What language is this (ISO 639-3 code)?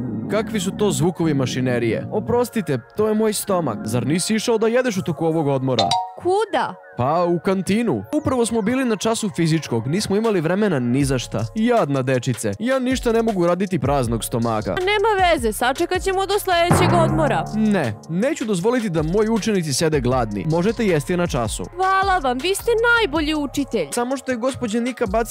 srp